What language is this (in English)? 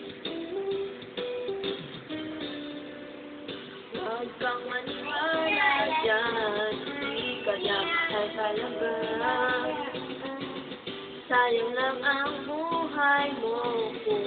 Filipino